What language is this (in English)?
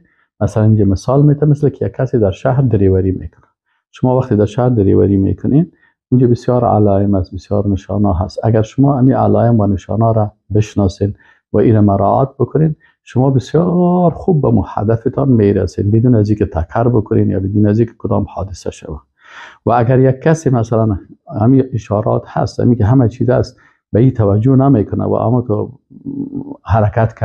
Persian